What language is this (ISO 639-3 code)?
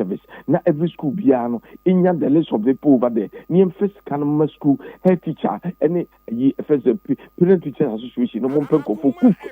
aka